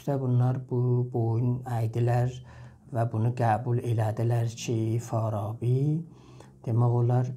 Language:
South Azerbaijani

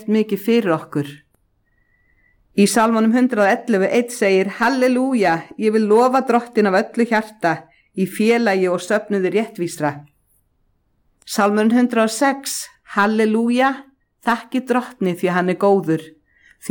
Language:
Icelandic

